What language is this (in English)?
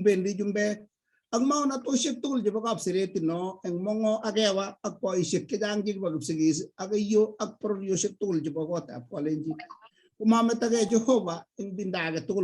Kalenjin